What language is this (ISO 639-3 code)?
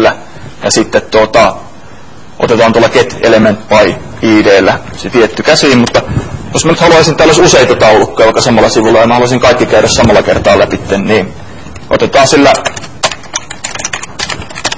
fin